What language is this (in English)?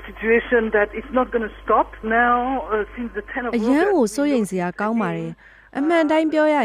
Burmese